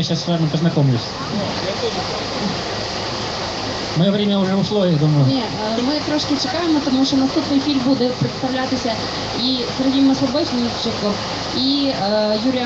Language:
Ukrainian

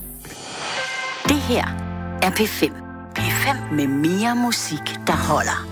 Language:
Danish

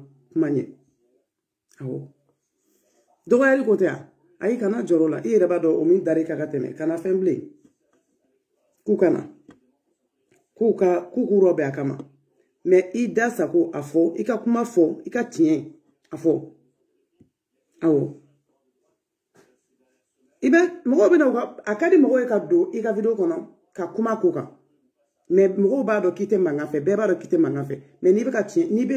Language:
Bambara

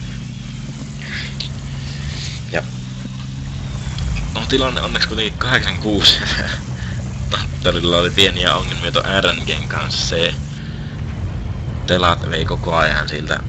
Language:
Finnish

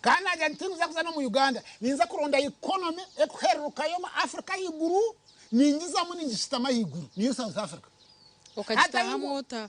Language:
Nyankole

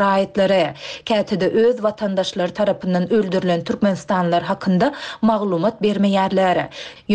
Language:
Turkmen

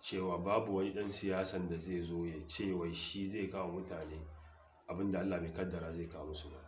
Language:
Hausa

